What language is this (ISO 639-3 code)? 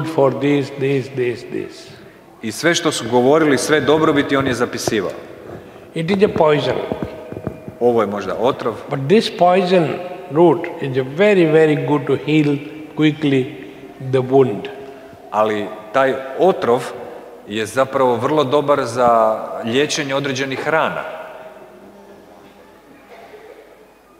hrv